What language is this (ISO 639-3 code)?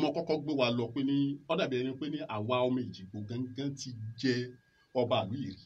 yor